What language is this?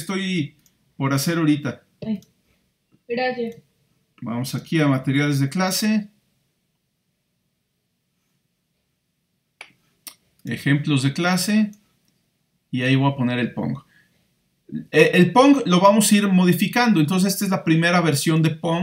Spanish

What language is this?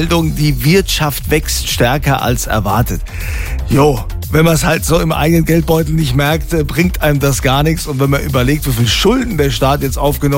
German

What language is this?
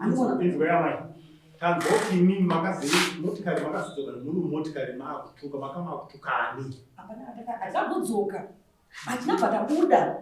Shona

